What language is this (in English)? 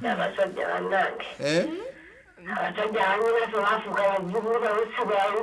Ganda